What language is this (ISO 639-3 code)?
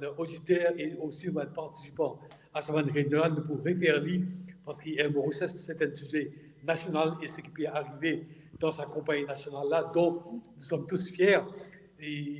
mfe